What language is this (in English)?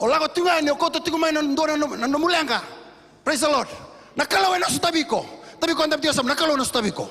Fijian